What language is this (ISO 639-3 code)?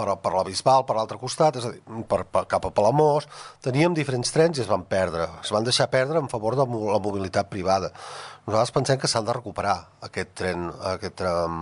cat